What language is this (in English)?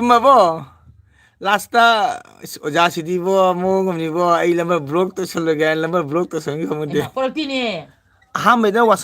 Manipuri